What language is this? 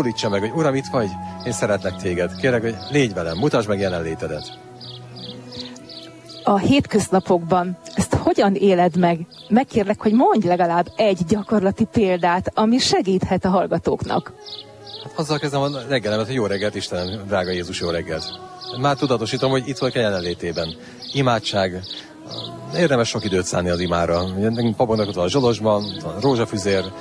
Hungarian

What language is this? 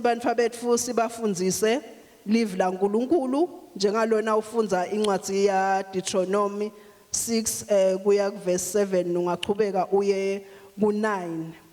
Swati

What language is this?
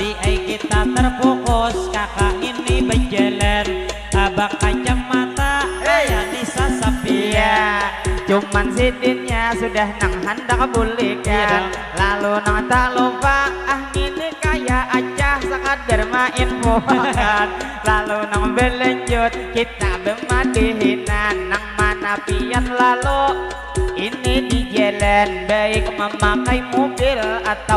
Banjar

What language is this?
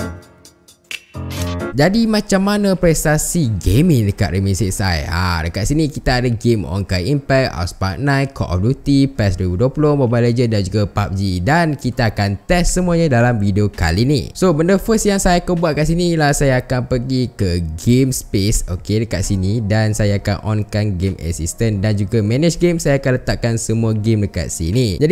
Malay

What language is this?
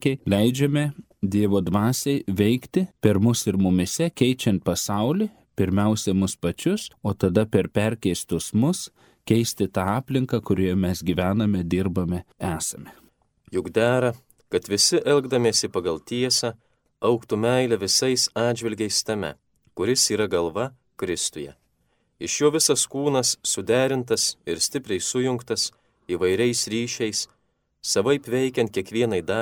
Lithuanian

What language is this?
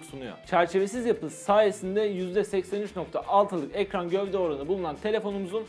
Turkish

